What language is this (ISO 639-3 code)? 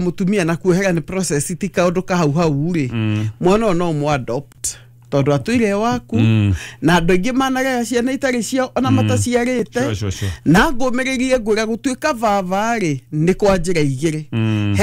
kik